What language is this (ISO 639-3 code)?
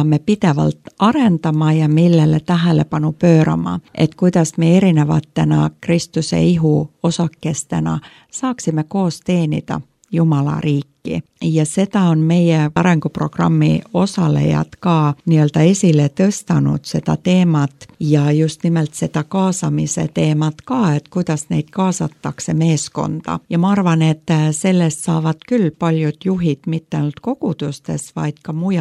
est